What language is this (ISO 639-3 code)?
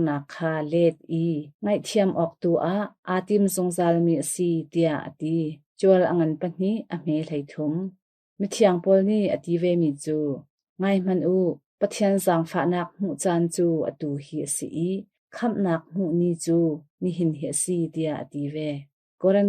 cnh